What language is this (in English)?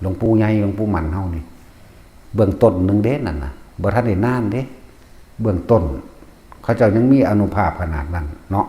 Northeastern Thai